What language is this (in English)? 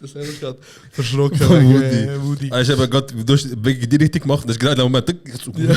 Swiss German